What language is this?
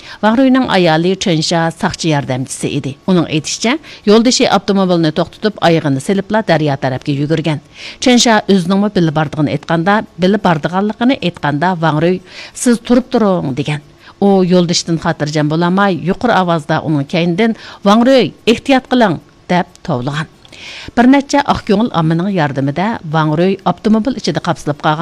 Uyghur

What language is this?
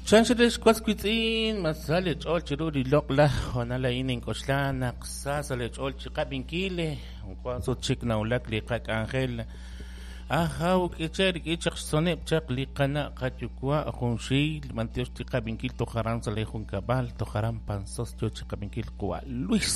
Kekchí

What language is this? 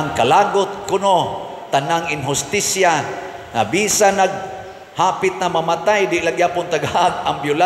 Cebuano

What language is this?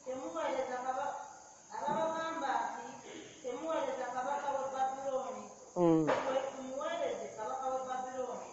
Ganda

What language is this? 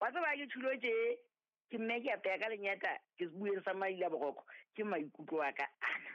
Southern Sotho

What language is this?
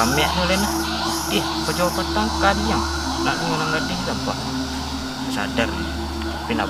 Minangkabau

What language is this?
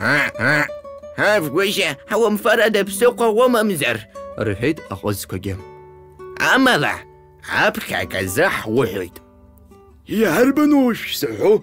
Abkhazian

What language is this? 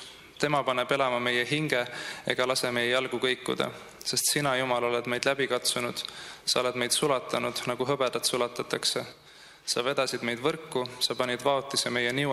Estonian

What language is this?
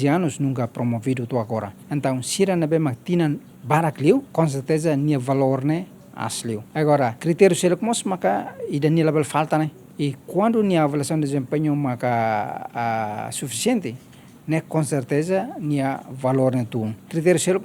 Tetum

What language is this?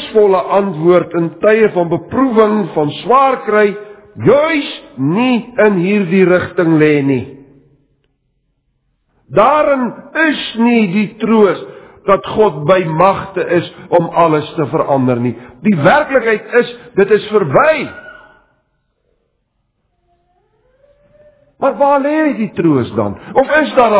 Afrikaans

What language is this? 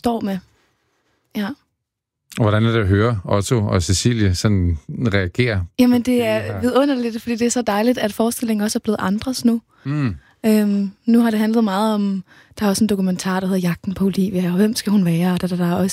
Danish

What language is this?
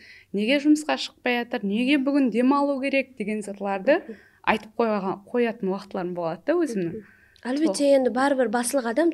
Kara-Kalpak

